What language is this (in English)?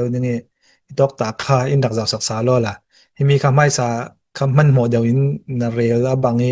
Falam Chin